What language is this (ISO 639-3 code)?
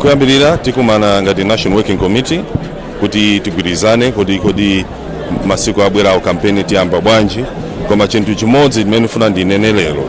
nya